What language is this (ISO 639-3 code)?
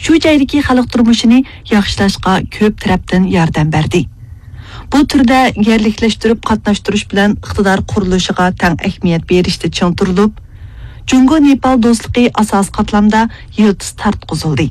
uig